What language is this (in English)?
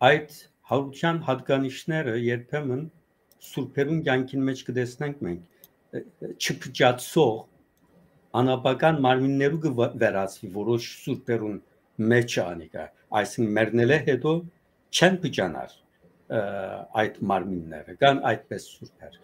Western Armenian